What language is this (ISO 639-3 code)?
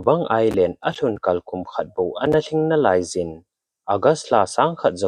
tcz